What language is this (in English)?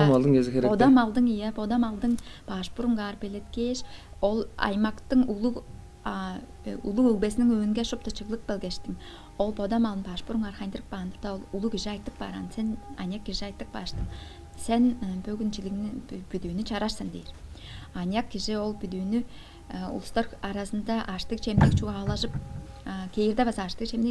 Tuvinian